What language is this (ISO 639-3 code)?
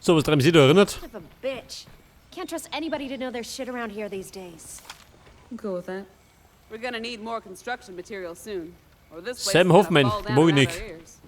bar